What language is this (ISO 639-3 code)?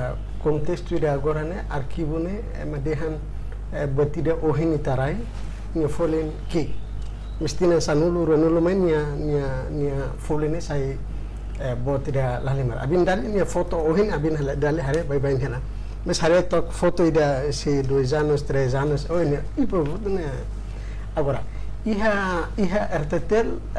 tet